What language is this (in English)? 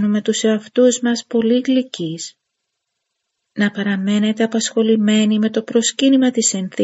Greek